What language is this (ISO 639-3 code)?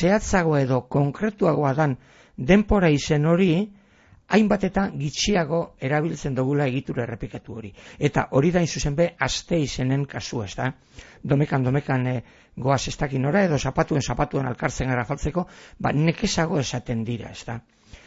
eus